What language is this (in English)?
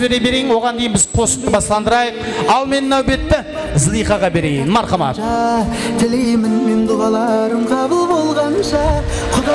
Kara-Kalpak